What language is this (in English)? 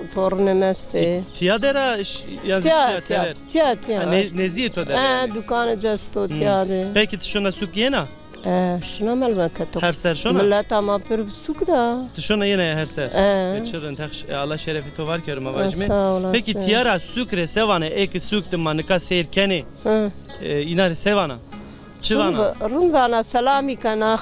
Zaza